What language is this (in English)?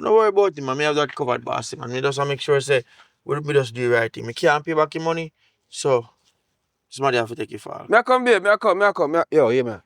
Jamaican Creole English